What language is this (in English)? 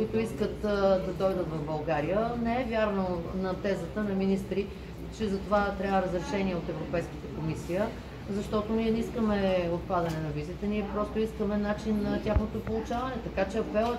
Bulgarian